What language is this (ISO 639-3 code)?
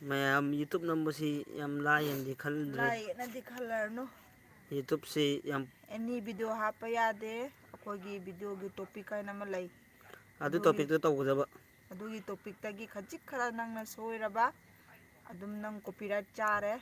mni